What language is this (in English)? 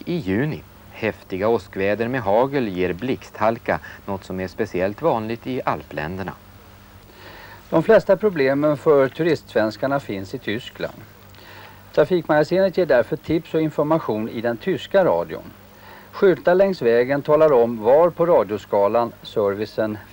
Swedish